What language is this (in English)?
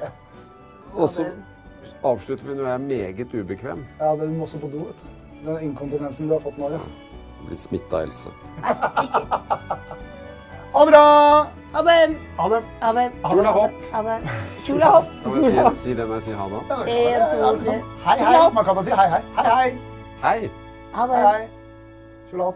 Norwegian